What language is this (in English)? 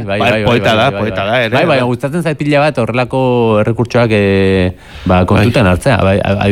Basque